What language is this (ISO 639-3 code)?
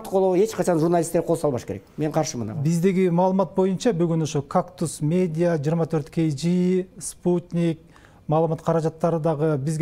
kir